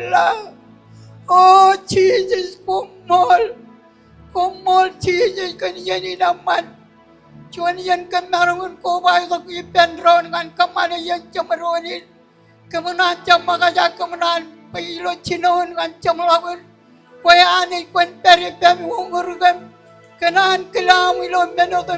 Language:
Marshallese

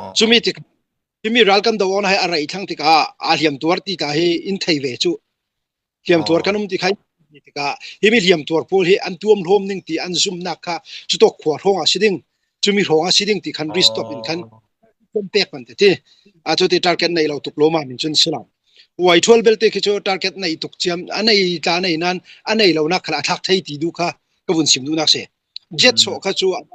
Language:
Falam Chin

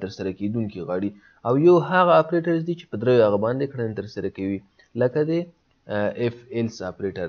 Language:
Pashto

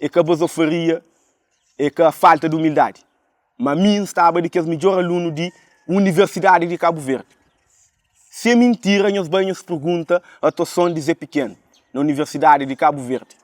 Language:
Kabuverdianu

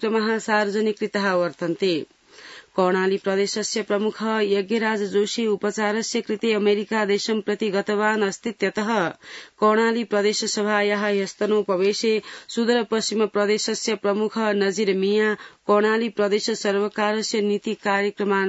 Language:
Sanskrit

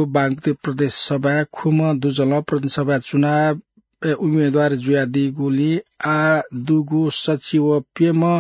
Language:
Newari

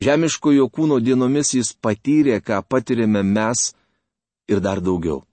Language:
Lithuanian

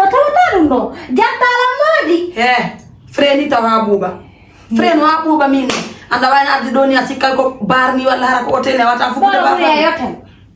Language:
Fula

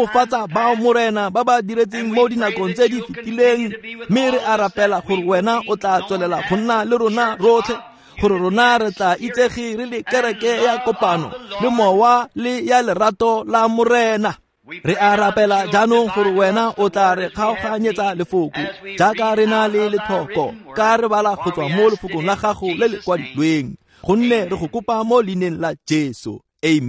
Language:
Tswana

